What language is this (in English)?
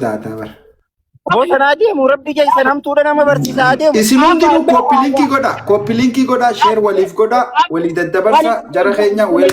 Oromo